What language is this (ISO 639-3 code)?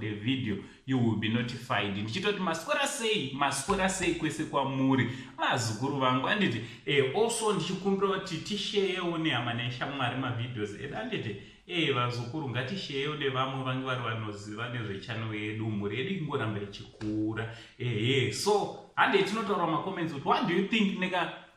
sna